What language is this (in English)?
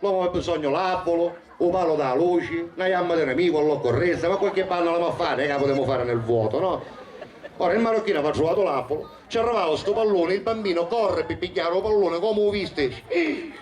Sicilian